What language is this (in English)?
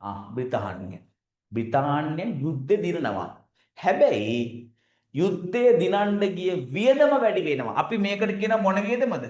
Sinhala